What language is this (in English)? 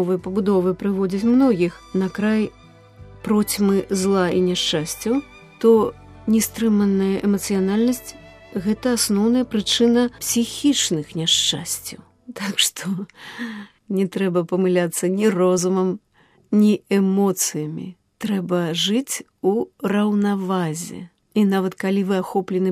Belarusian